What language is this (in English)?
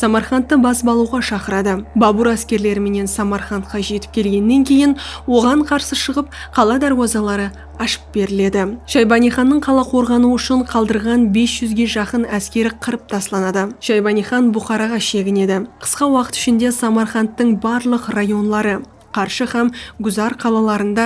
Kara-Kalpak